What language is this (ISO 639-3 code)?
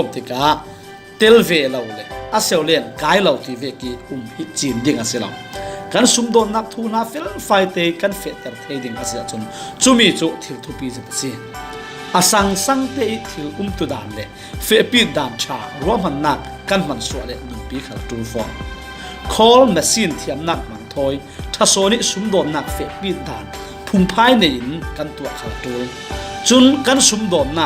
cfm